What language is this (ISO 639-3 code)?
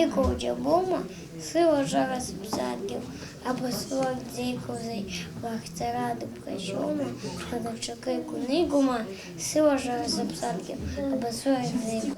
abk